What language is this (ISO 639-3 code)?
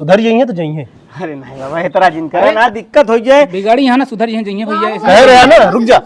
awa